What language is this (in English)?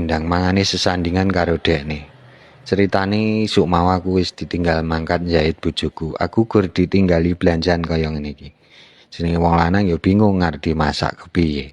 Javanese